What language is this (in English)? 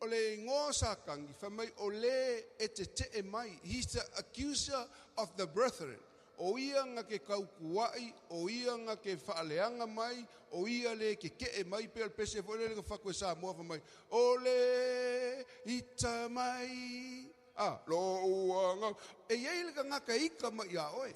Samoan